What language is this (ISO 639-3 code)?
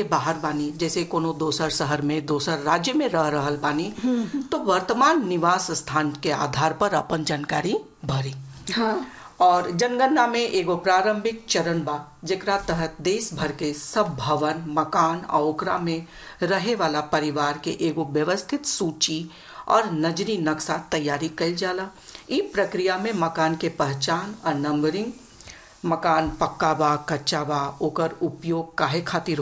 bho